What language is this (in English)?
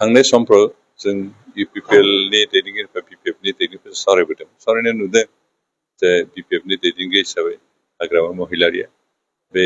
Bodo